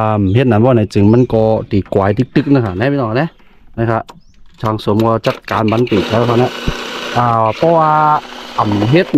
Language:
Shan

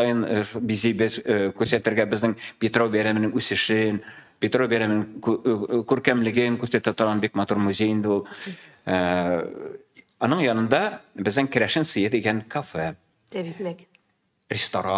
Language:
Tatar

